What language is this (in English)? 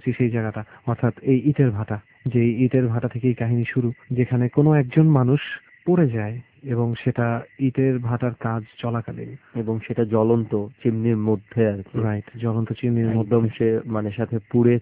Bangla